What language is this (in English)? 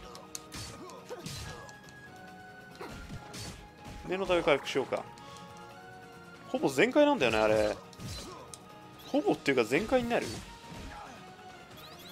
Japanese